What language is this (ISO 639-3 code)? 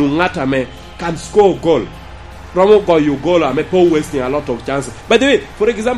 laj